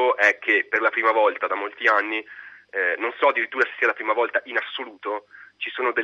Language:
Italian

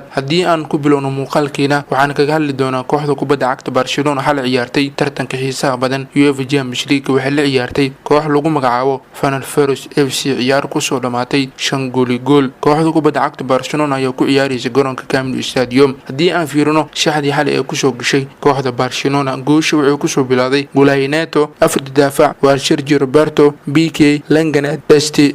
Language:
Somali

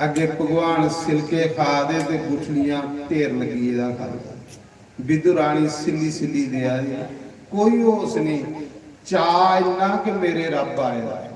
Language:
Dogri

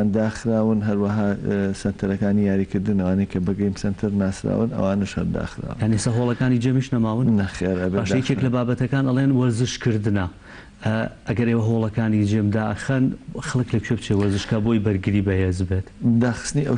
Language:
Central Kurdish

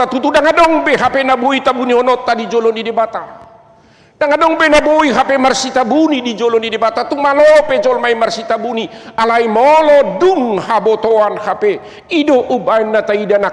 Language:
Batak Toba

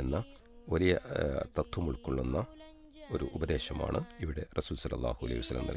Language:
Malayalam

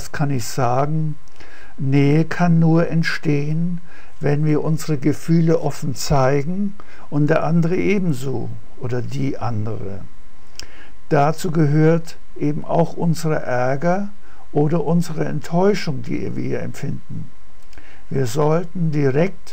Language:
German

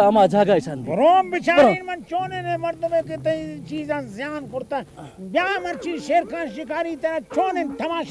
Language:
Brahui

